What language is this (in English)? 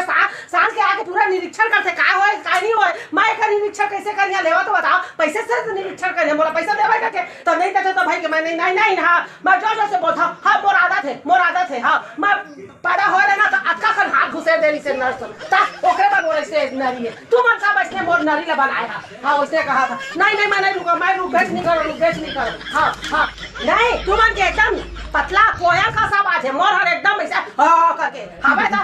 Chhattisgarhi